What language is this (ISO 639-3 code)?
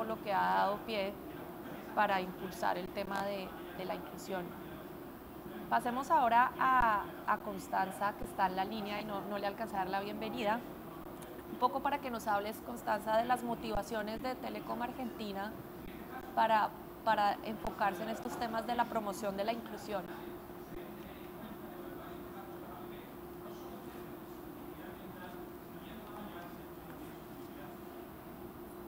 spa